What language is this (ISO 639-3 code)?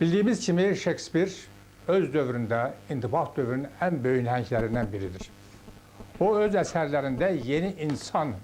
aze